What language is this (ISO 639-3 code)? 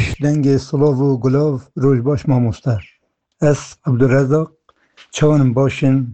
kur